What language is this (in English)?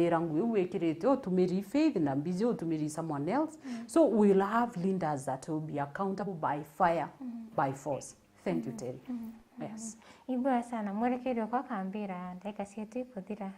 Meru